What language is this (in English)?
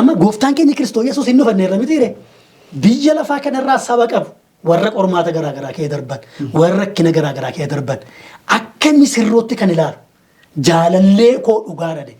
Oromo